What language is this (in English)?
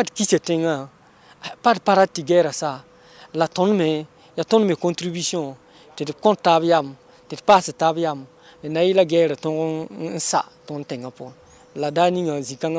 Mossi